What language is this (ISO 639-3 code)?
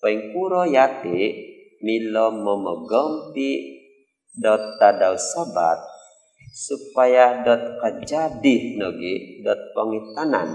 dtp